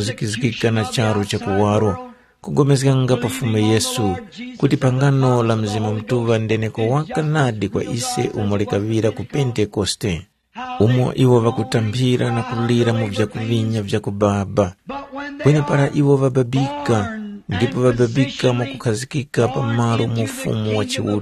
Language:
Tumbuka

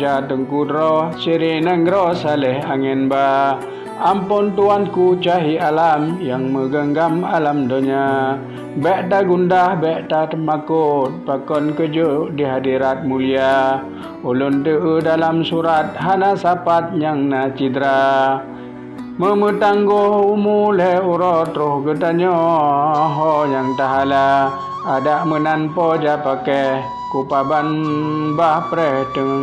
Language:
Achinese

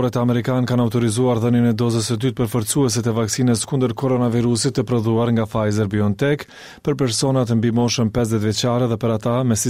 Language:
Albanian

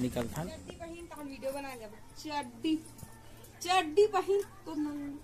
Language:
Chhattisgarhi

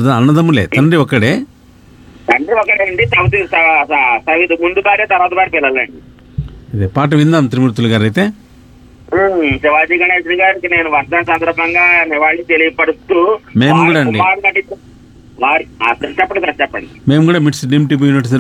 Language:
Telugu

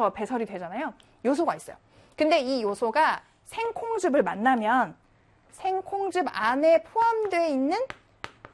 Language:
Korean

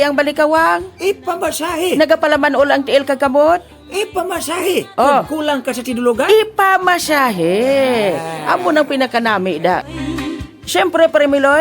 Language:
Hiligaynon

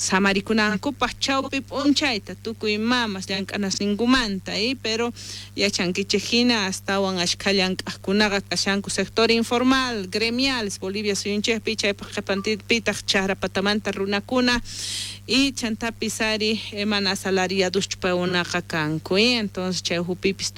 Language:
South Bolivian Quechua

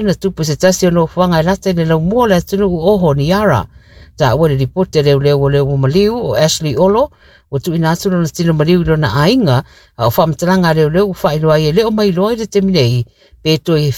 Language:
Samoan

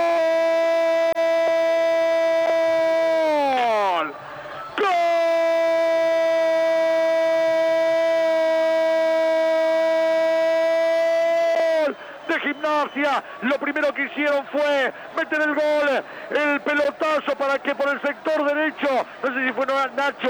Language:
Spanish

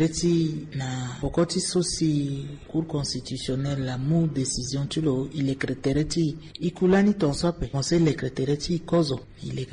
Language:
Sango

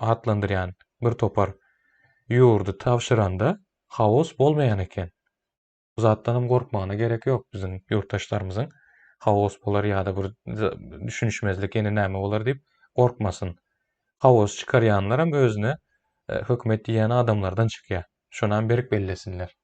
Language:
Turkmen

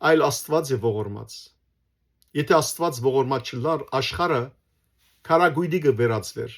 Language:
Western Armenian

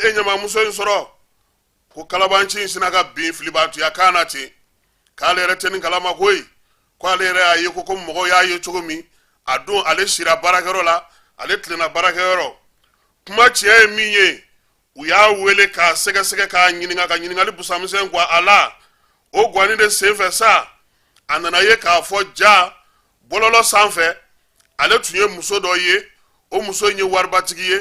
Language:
Bambara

